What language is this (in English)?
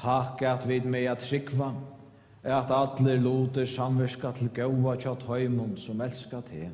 Faroese